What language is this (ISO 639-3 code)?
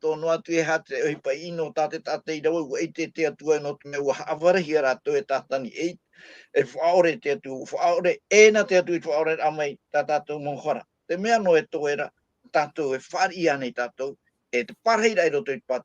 tah